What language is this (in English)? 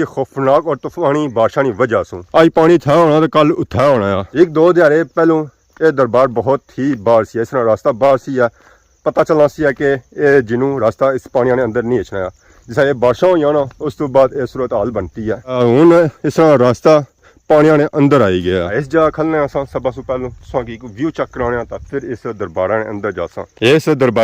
Pahari-Potwari